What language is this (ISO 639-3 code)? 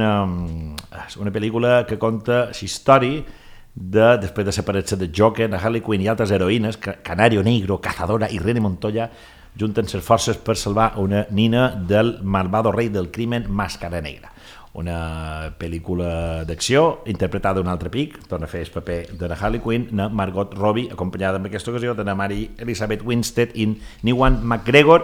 cat